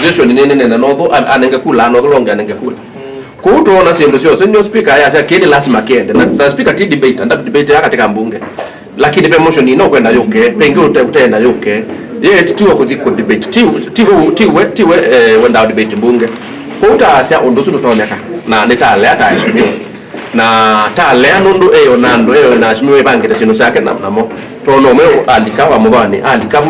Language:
Kamba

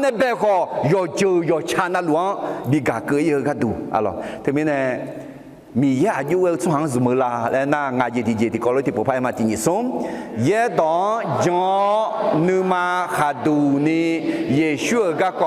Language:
Akha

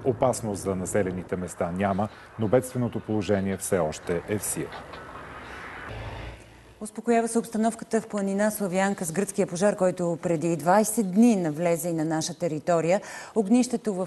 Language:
Bulgarian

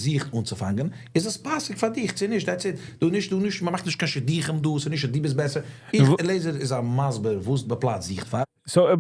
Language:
Yiddish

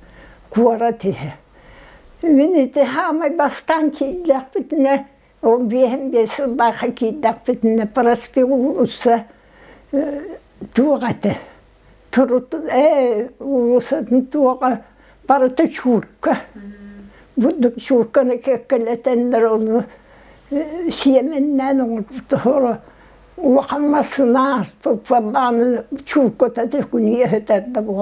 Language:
Yakut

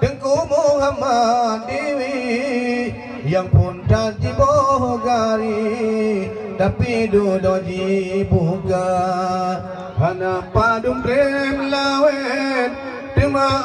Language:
Achinese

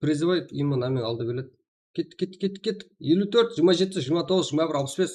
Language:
Kara-Kalpak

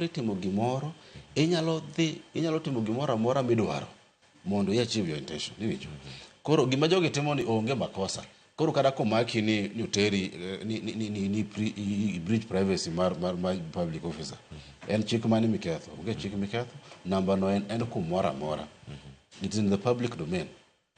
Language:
Luo (Kenya and Tanzania)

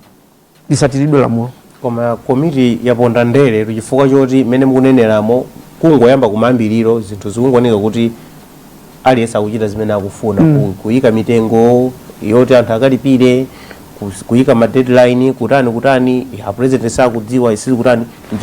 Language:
Nyanja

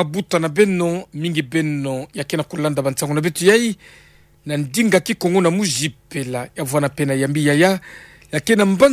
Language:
Kituba (Democratic Republic of Congo)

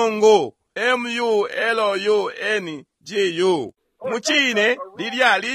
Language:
Bemba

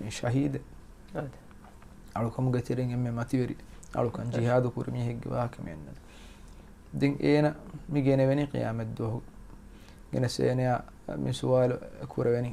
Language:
Divehi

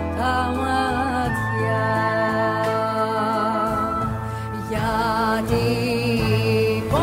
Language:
Greek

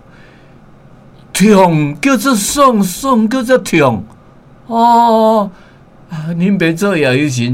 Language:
Min Nan Chinese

